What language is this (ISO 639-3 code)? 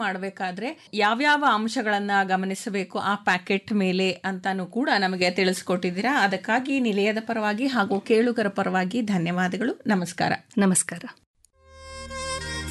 kan